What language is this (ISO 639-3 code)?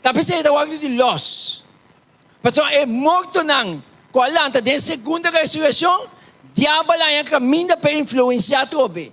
pap